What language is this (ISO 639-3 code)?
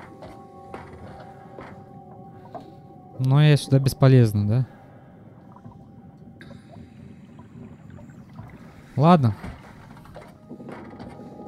rus